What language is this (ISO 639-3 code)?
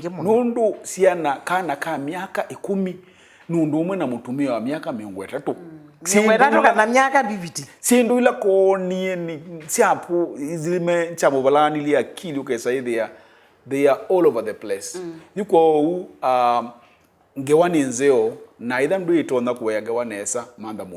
kam